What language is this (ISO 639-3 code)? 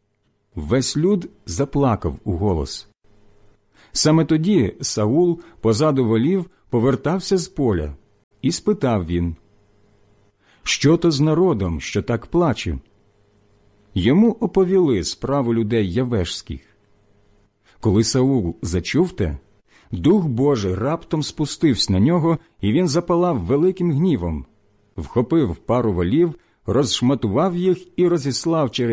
ukr